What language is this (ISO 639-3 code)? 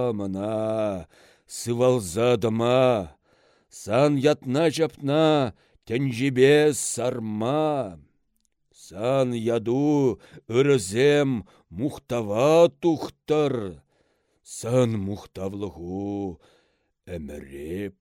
chv